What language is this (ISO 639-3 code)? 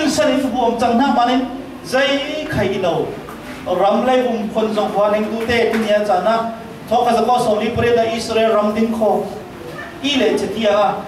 cfm